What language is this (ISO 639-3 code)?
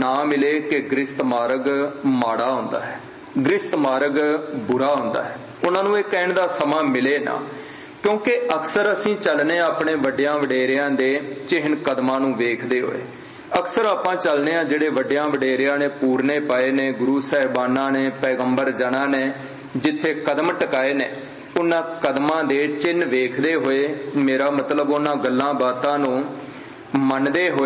pan